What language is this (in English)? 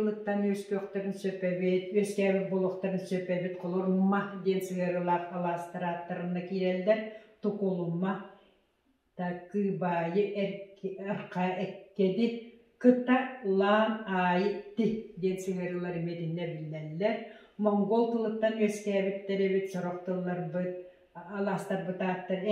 Yakut